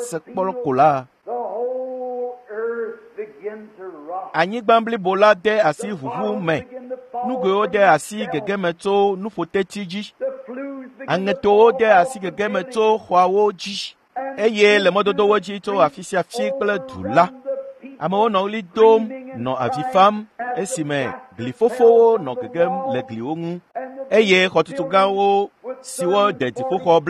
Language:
Ewe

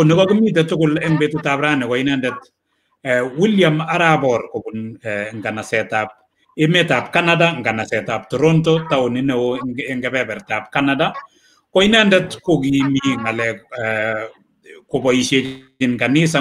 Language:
Kalenjin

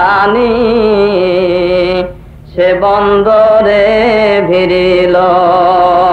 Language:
Bangla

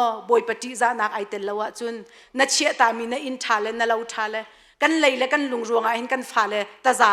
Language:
Hakha Chin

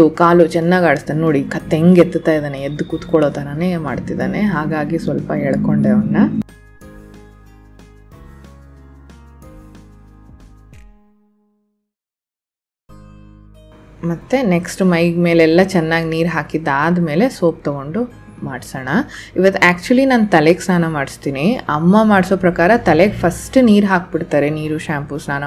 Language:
Kannada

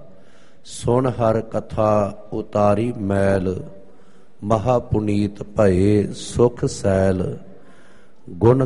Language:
Punjabi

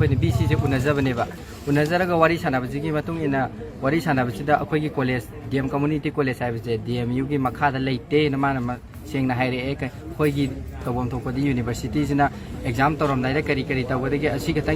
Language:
Manipuri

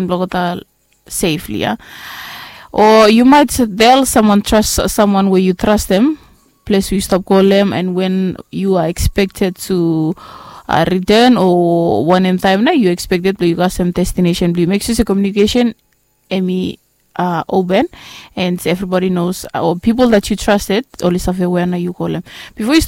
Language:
Bislama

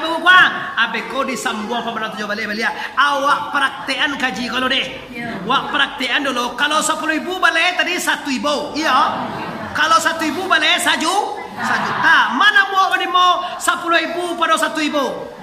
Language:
Minangkabau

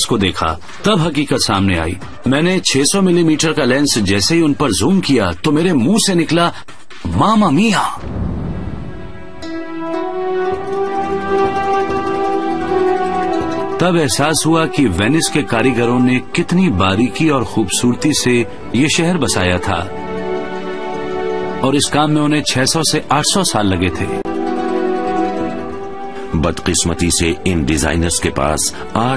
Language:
Hindi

